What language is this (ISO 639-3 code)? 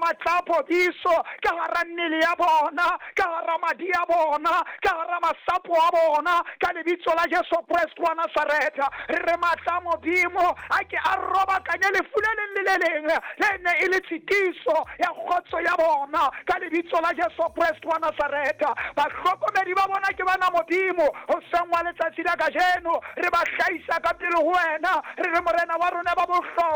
sot